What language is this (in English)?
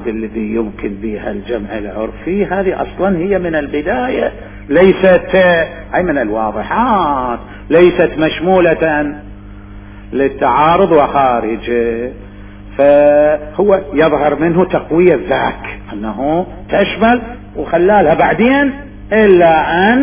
Mesopotamian Arabic